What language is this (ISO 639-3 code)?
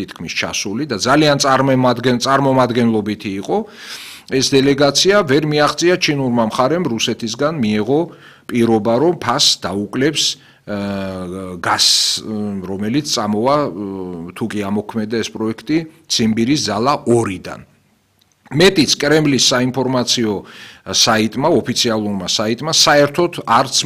kat